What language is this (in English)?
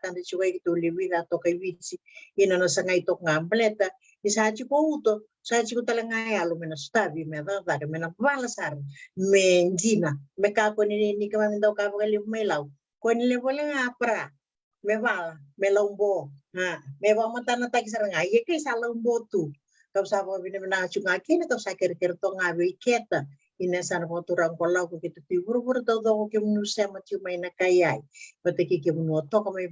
Fijian